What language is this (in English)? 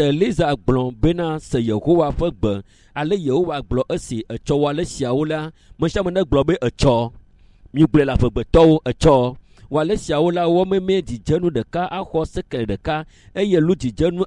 Ewe